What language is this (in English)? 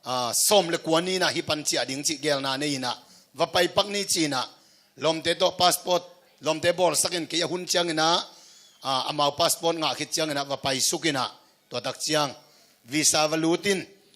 Tedim Chin